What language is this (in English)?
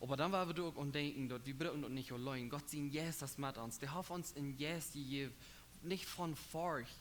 Plautdietsch